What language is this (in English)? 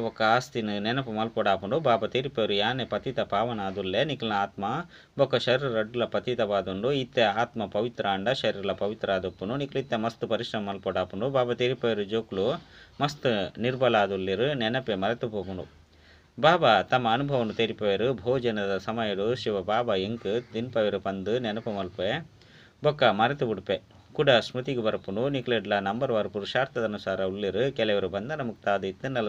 Tulu